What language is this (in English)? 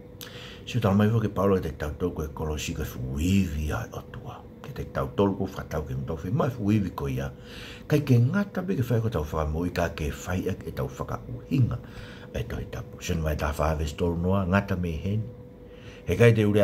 Tongan